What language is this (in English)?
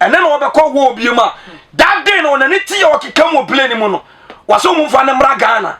Akan